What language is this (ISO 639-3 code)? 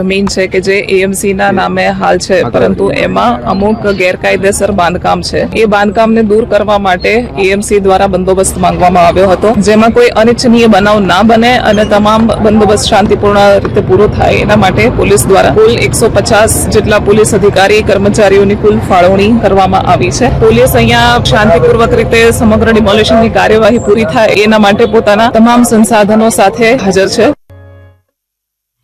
guj